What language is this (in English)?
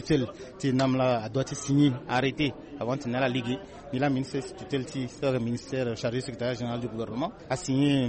Sango